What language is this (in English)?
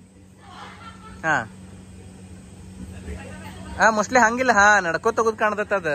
Kannada